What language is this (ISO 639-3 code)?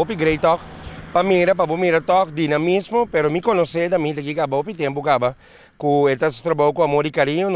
pap